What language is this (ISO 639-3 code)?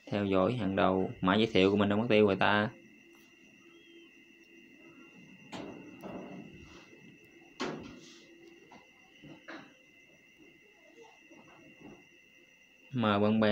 vie